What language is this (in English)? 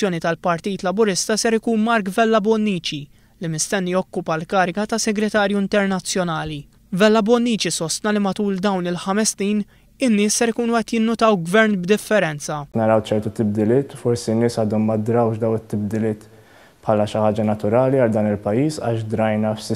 Maltese